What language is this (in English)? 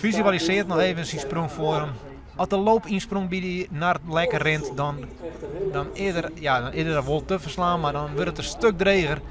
Western Frisian